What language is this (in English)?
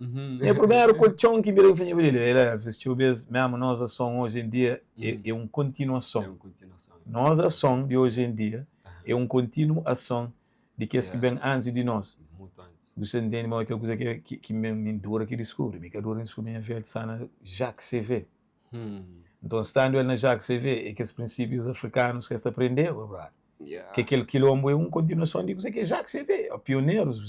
Kabuverdianu